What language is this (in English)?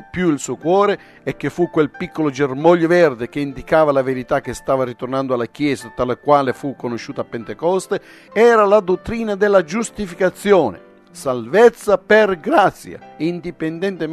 Italian